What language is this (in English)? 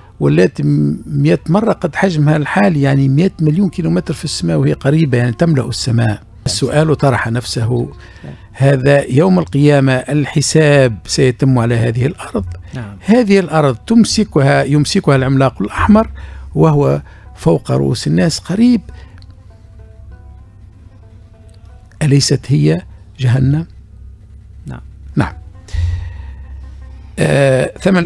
Tunisian Arabic